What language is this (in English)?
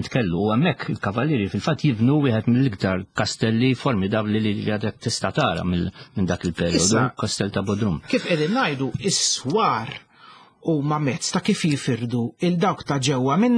Maltese